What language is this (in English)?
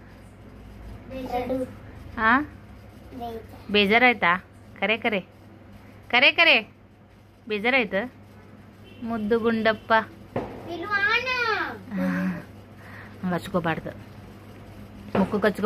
Kannada